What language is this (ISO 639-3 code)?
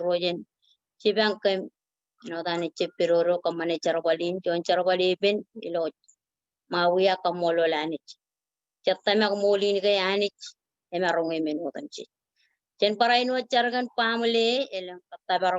mah